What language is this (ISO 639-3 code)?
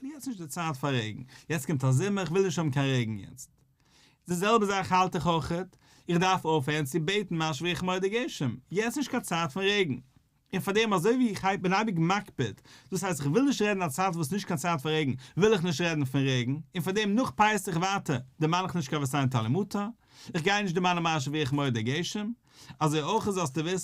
yid